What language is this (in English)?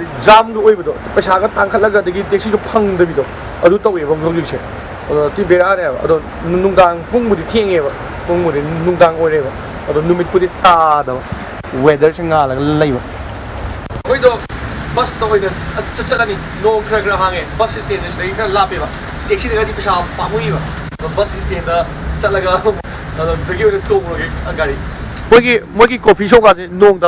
Manipuri